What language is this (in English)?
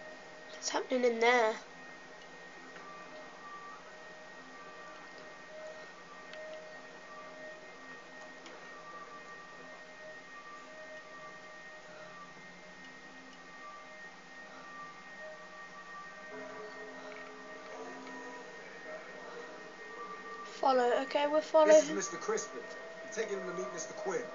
English